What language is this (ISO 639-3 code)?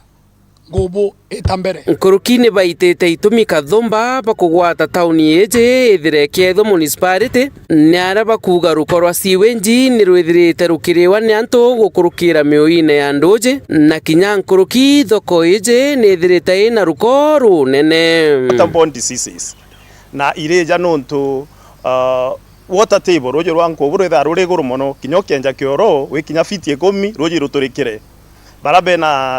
mer